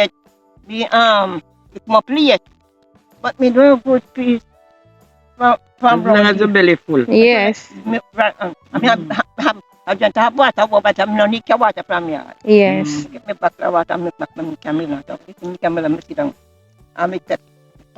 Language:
Jamaican Creole English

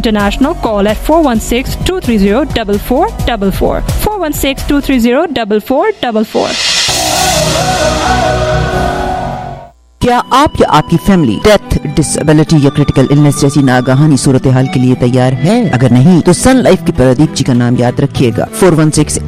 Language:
Urdu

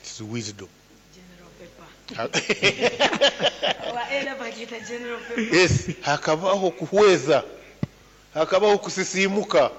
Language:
Nyoro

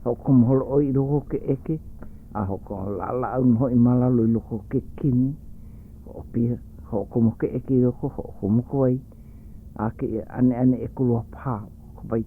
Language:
Hawaiian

